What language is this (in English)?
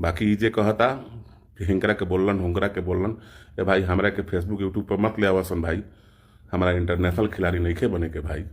Bhojpuri